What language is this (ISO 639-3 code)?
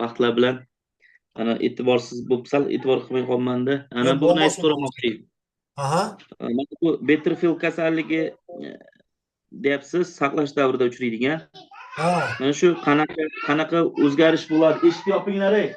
uzb